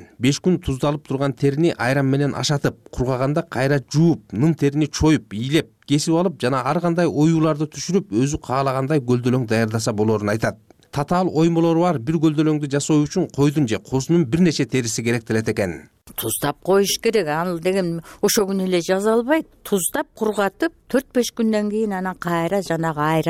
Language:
Kyrgyz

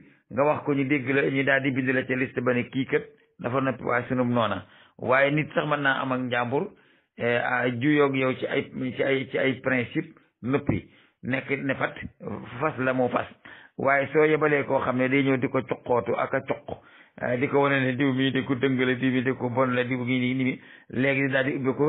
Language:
Wolof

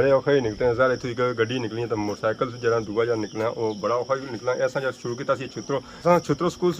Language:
Pahari-Potwari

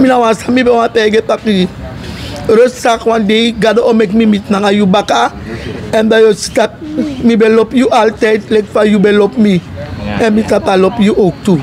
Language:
Sranan Tongo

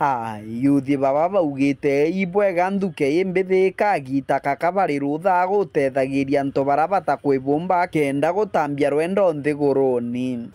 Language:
Meru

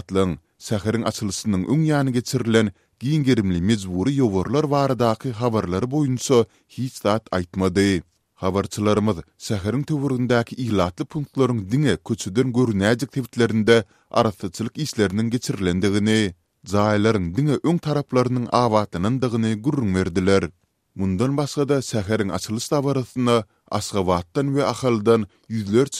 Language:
Turkmen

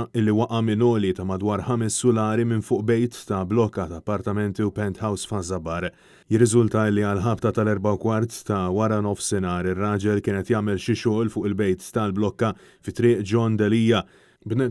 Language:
Maltese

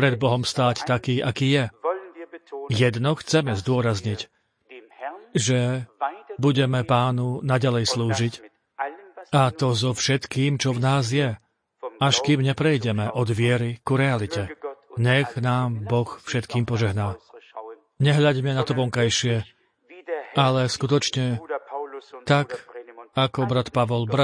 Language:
Slovak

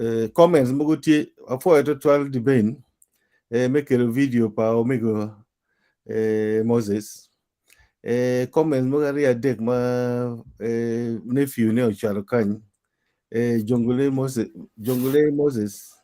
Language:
Acoli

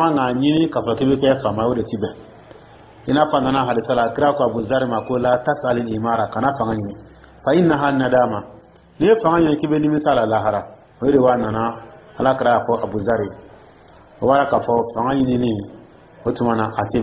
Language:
Dyula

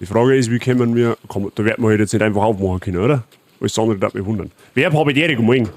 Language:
Bavarian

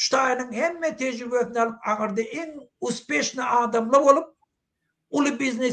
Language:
Turkmen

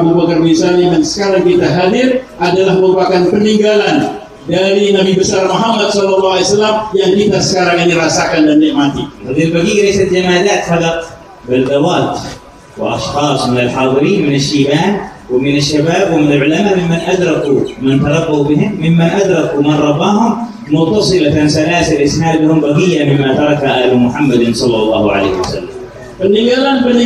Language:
Indonesian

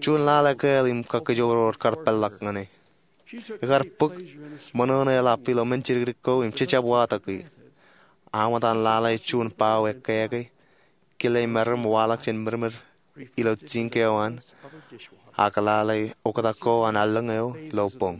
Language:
Marshallese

